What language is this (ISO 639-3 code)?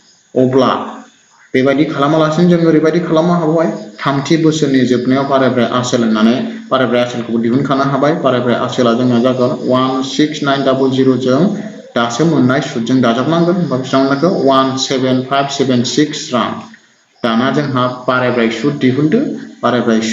brx